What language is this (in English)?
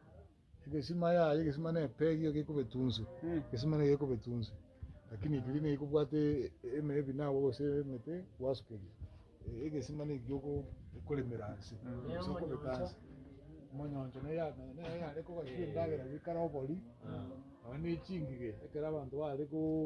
Gusii